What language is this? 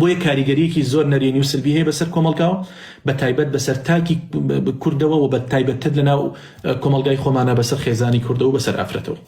Central Kurdish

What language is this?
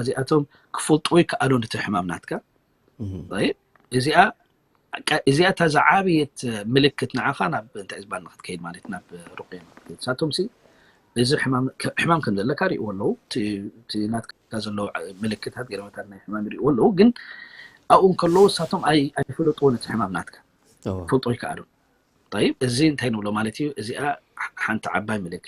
Tigrinya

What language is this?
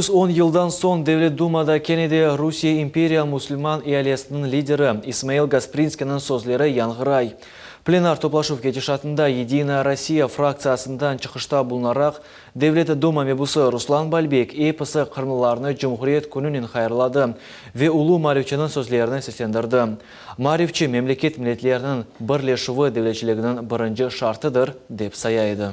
Crimean Tatar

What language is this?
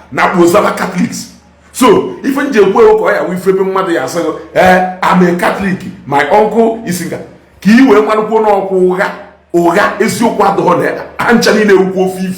Igbo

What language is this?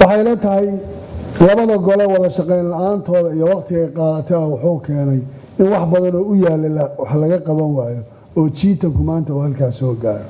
Somali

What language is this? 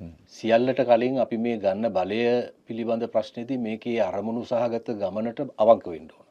Sinhala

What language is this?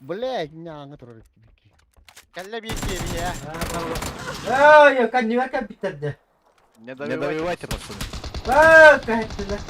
Yakut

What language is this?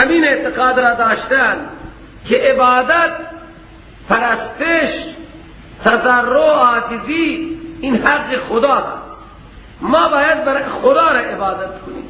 Persian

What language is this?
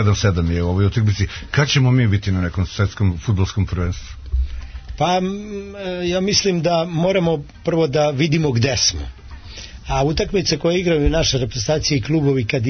Serbian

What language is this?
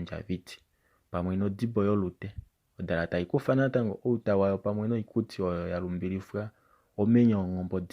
Kuanyama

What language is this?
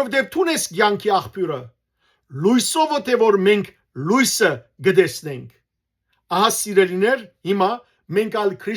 Western Armenian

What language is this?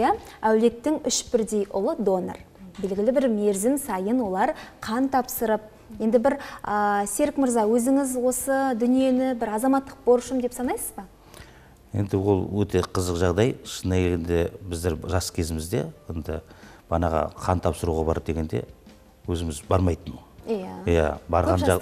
Kazakh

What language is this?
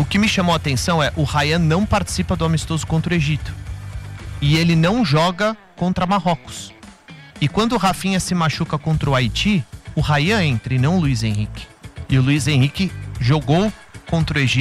Portuguese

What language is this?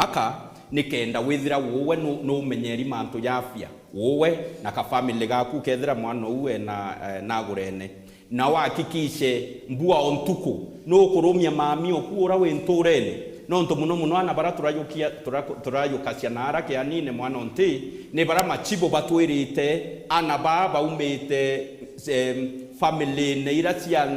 Meru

